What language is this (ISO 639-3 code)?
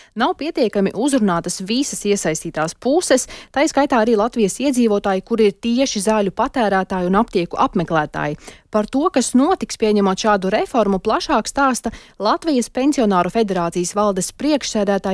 lav